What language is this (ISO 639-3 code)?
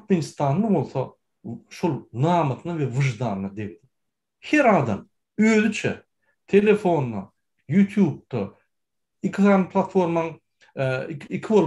tuk